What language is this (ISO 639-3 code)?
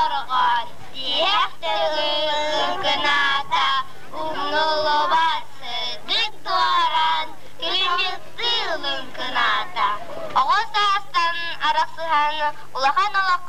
sah